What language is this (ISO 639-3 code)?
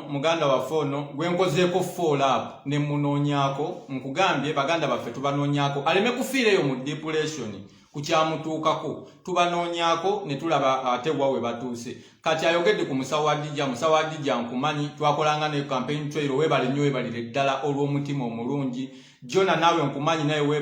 lug